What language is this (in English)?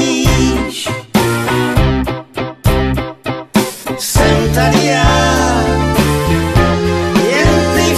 Czech